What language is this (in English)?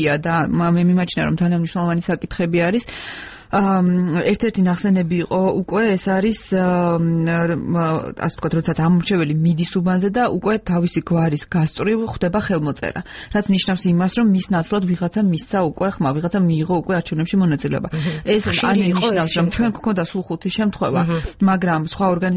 Georgian